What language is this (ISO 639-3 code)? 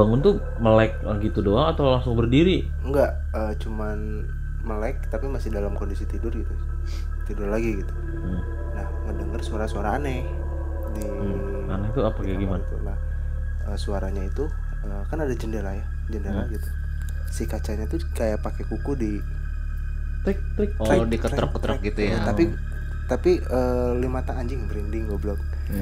ind